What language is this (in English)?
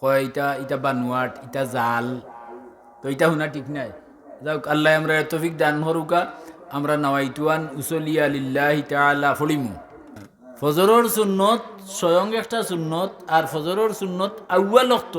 Sylheti